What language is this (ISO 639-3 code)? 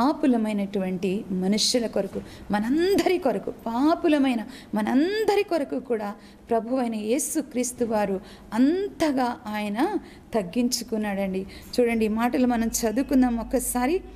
tel